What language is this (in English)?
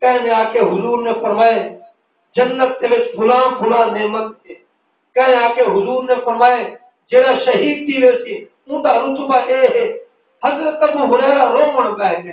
Saraiki